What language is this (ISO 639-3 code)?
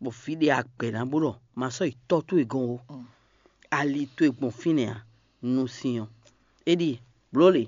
fon